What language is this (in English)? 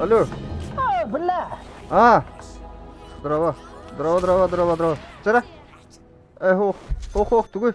Yakut